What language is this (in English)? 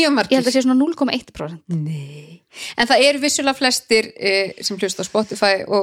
Icelandic